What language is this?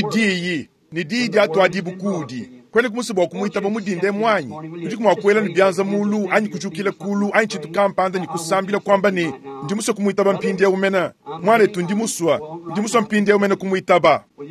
Luba-Lulua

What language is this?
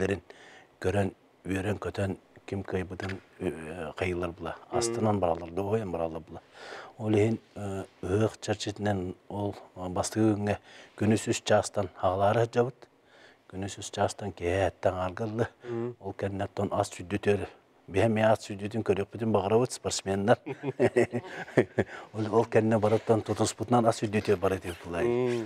Yakut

